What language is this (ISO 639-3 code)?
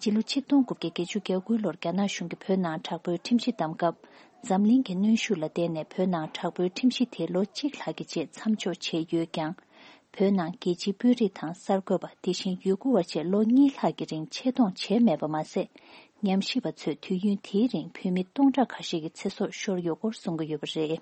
bod